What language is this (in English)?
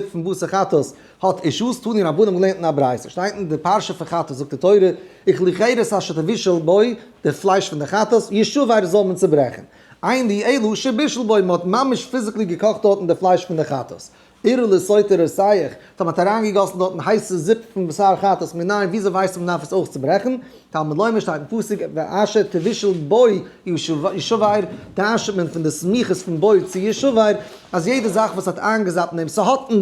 Yiddish